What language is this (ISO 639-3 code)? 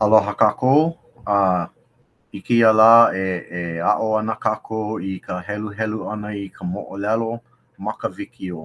haw